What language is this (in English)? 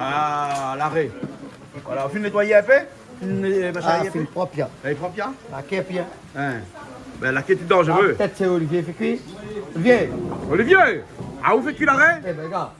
Réunion Creole French